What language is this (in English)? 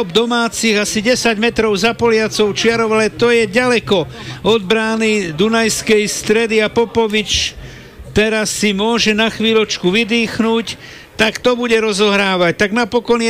Slovak